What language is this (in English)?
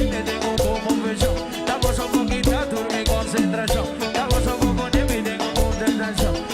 Papiamento